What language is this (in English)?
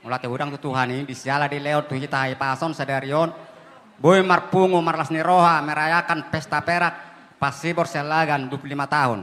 Batak Toba